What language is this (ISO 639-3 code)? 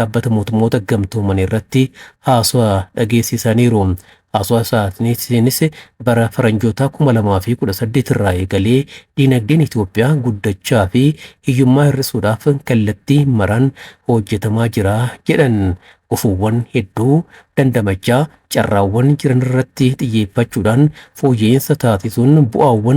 orm